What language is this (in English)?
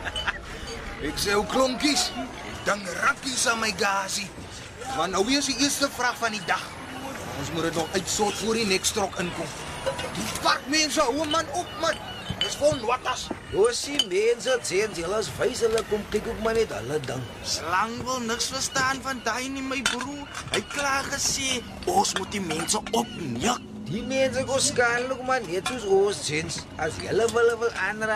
Afrikaans